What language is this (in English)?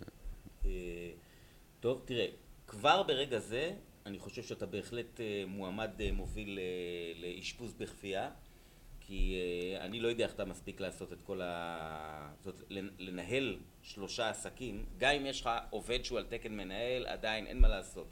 Hebrew